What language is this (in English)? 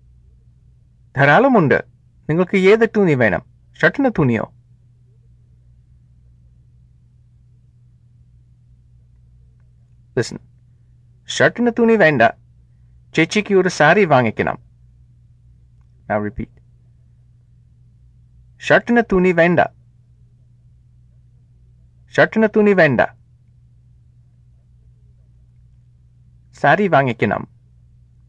Malayalam